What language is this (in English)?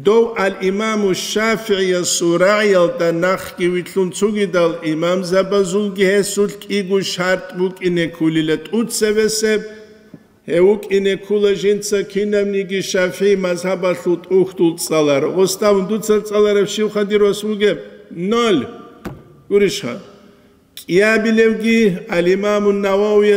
Avaric